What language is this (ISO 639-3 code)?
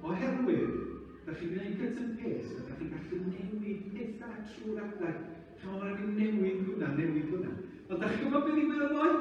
cym